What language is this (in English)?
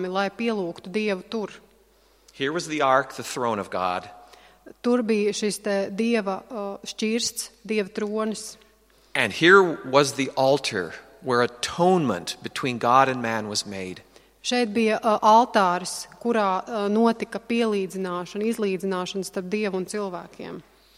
Latvian